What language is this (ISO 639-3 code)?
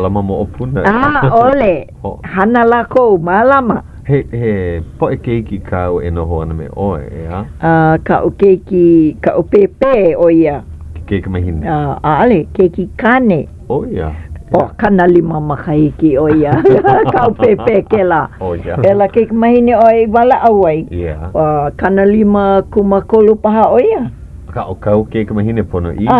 haw